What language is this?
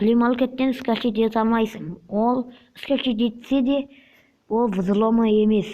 Kazakh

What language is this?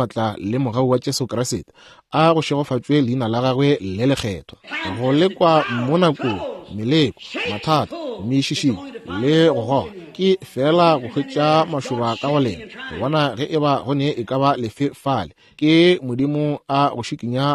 Northern Sotho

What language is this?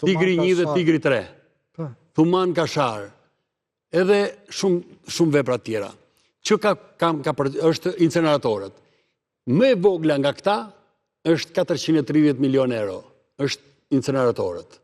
Albanian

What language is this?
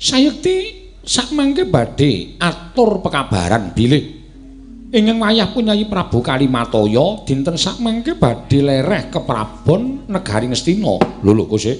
Javanese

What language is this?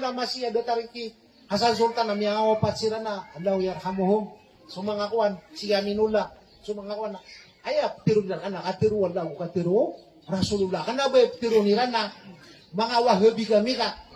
Maranao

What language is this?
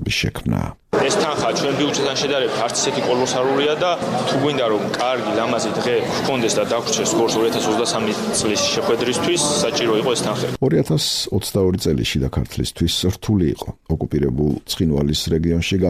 Georgian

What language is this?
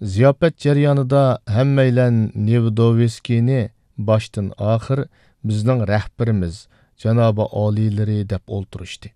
Uyghur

